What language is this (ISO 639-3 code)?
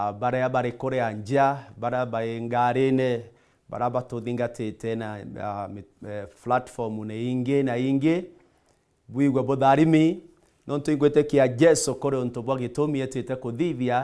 mer